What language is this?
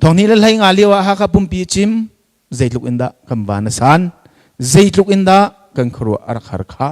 Hakha Chin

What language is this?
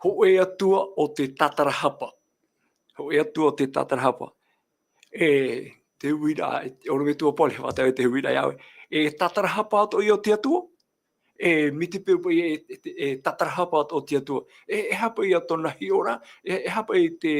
Tahitian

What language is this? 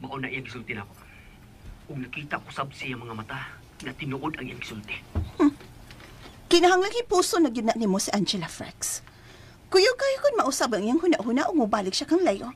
Cebuano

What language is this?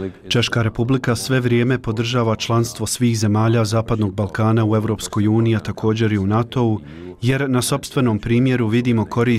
Bosnian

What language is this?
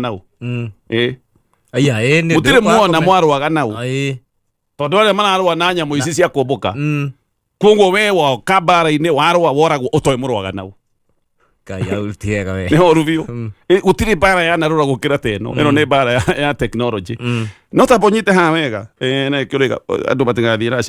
Kikuyu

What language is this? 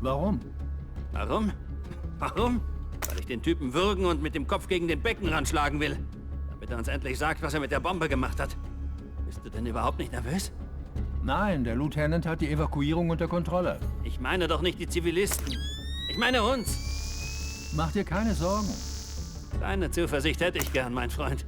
Bavarian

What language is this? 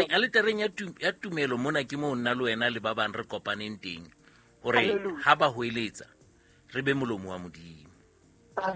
Southern Sotho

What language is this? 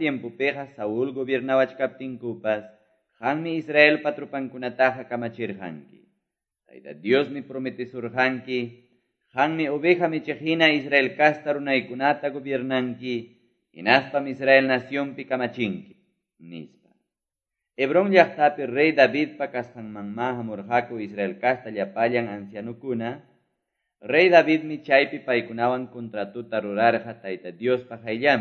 Quechua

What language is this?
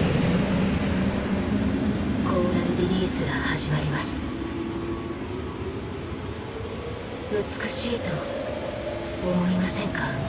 Japanese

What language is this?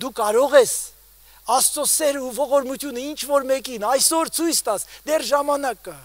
Armenian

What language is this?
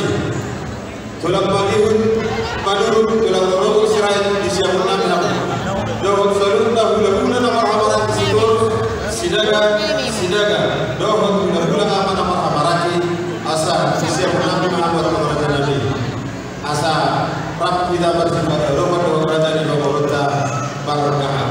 Batak Toba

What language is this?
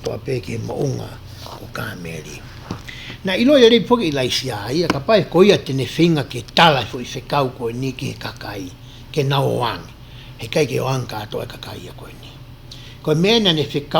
Tongan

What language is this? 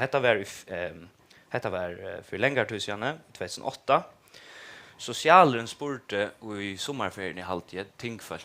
Faroese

